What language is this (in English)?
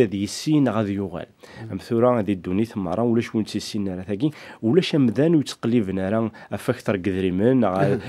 Kabyle